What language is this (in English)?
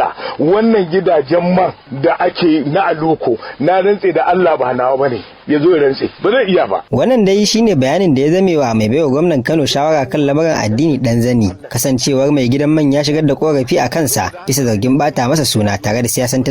Hausa